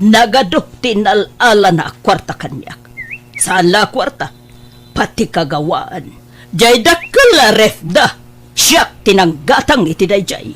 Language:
Iloko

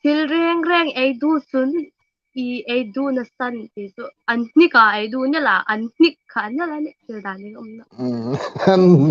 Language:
Hmar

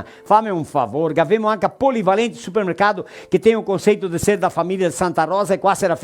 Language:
Venetian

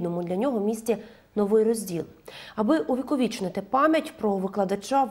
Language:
Ukrainian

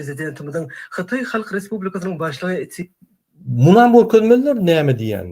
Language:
Turkmen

